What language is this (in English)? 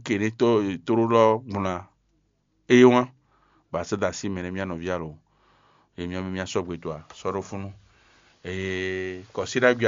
Fon